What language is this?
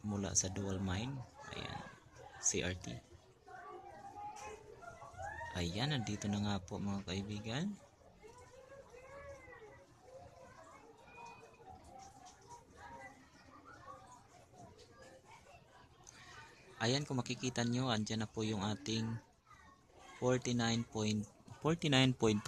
Filipino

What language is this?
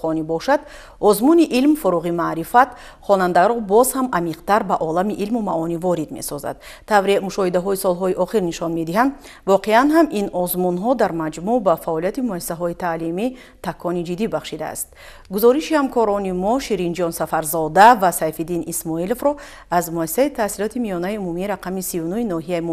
Tajik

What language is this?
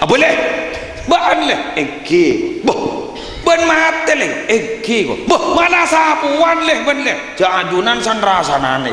Madurese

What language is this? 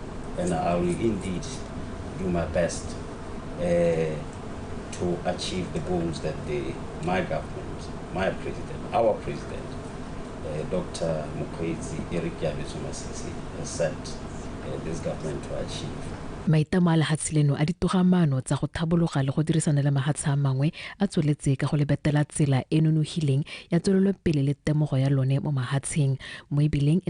Tswana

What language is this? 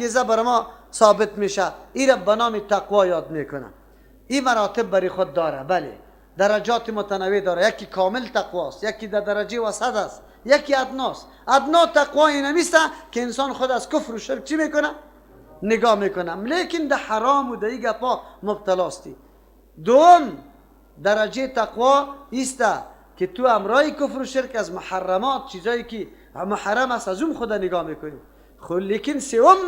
Persian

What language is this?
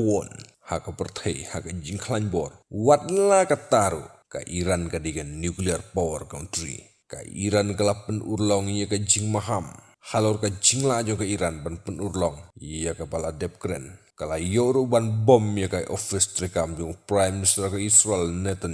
Khasi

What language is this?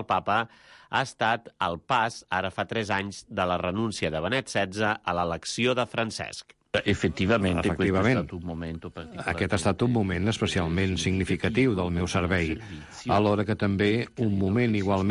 Catalan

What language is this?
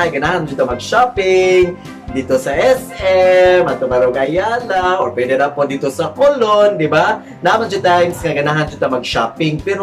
Cebuano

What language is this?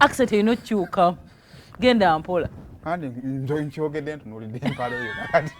Ganda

